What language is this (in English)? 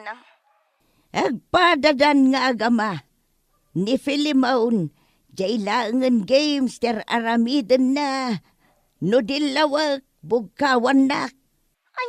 Iloko